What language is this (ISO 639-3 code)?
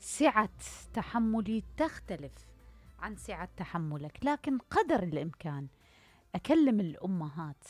acm